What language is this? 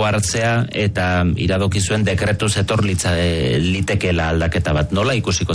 Basque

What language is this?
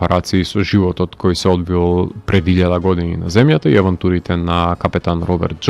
Macedonian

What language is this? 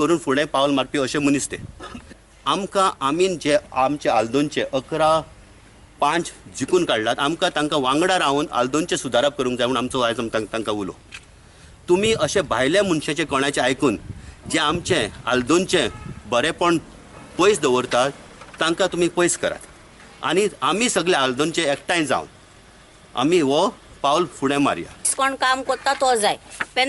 Konkani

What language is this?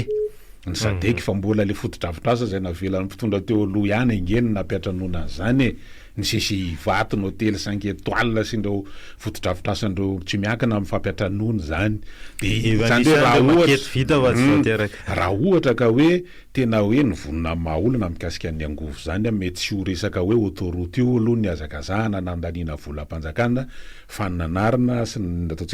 Malagasy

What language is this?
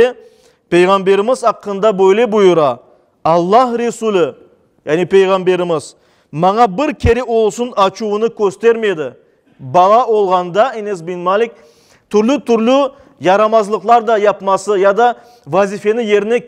Crimean Tatar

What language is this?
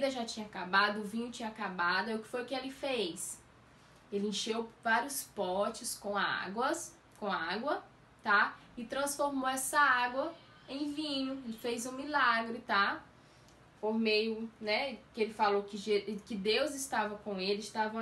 Portuguese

